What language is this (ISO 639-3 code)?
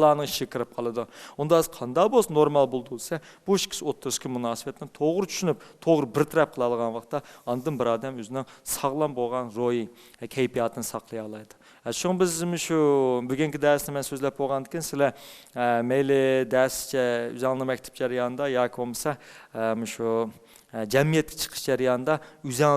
uig